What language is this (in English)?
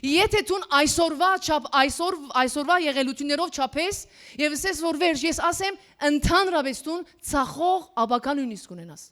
Western Armenian